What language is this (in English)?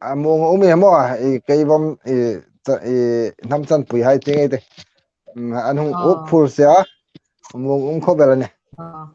Hmar